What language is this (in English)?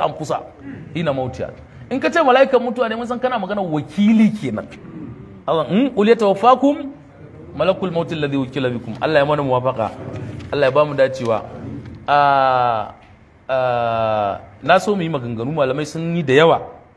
Hausa